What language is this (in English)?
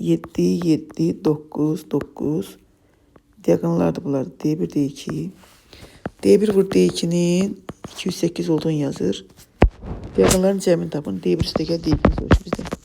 Azerbaijani